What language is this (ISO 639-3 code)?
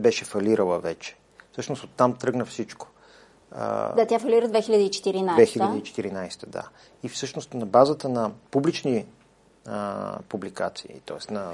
bul